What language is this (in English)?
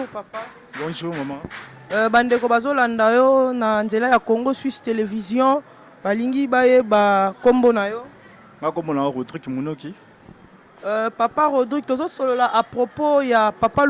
Lingala